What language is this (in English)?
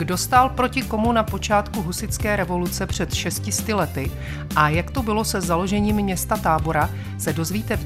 Czech